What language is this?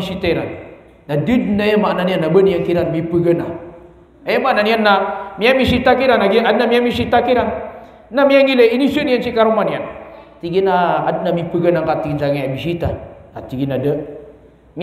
Maranao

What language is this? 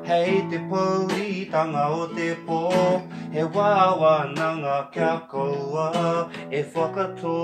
Māori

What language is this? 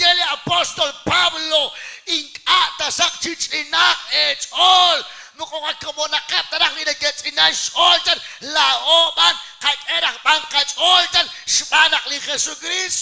Kekchí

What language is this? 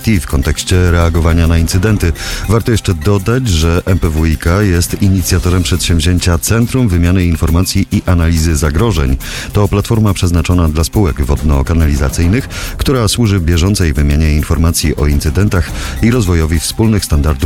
Polish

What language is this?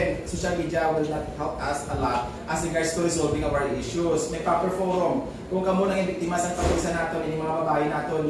Hiligaynon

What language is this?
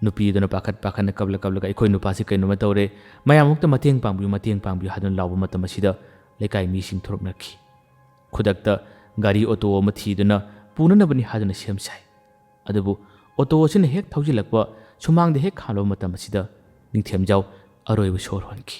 Manipuri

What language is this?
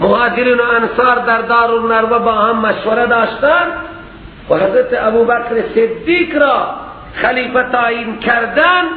Persian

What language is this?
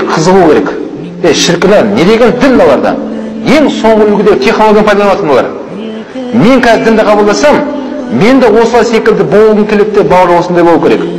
Kazakh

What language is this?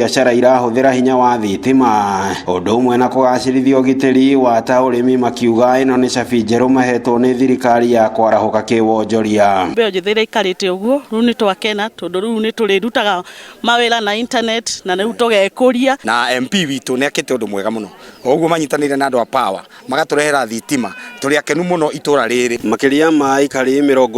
Kikuyu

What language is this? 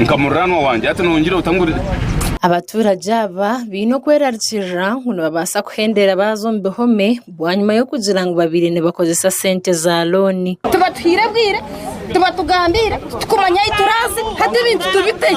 Nyankole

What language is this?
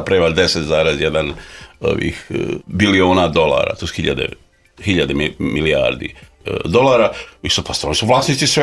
Croatian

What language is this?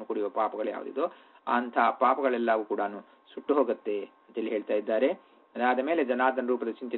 Kannada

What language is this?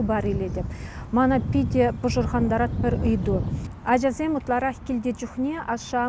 Chuvash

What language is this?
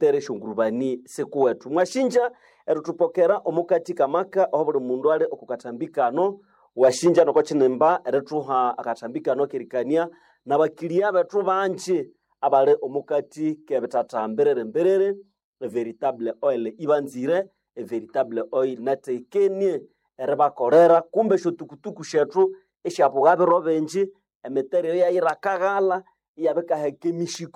Nande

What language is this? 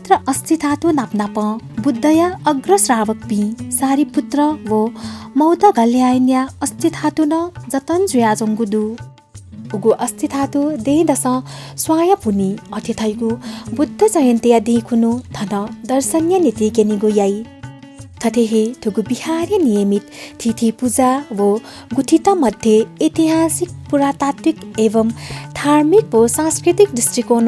Newari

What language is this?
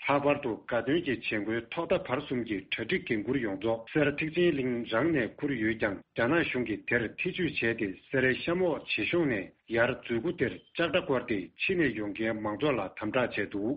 Tibetan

